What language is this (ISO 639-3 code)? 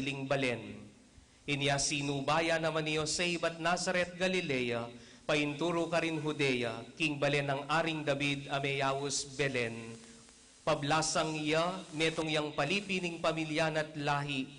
pam